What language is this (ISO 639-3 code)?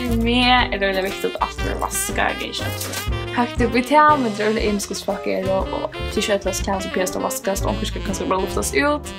fao